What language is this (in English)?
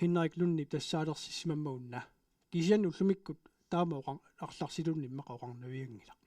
Kalaallisut